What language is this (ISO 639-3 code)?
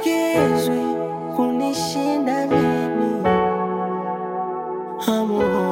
swa